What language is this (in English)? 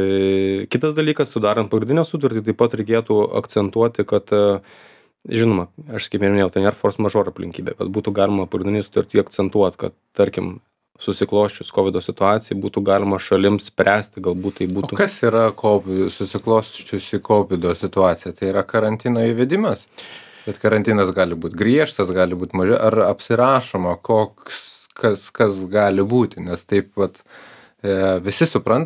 Lithuanian